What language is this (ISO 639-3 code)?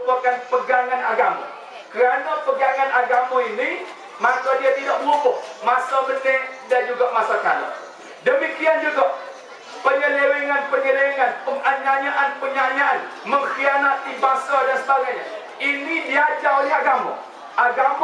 msa